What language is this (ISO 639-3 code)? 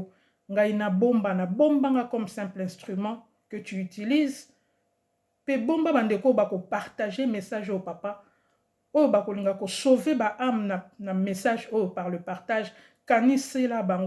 lin